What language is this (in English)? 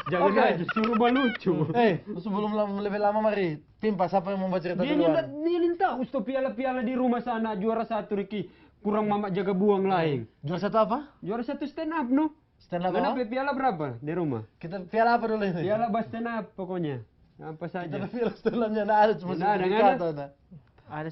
Manado Malay